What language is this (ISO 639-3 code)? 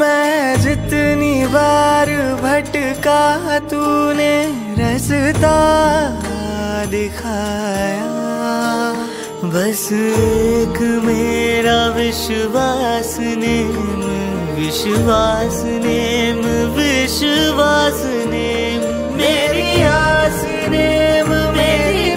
hin